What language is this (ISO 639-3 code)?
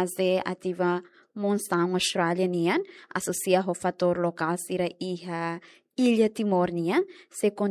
tet